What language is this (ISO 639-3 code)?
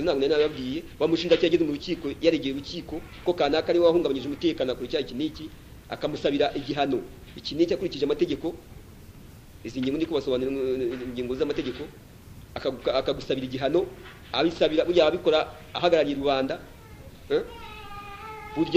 kin